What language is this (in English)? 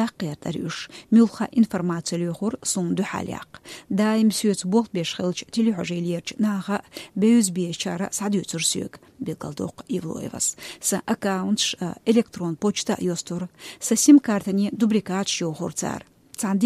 Chechen